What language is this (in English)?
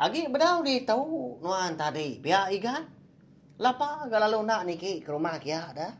Iban